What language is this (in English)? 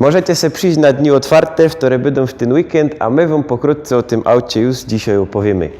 Silesian